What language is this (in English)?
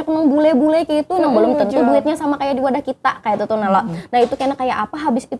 Banjar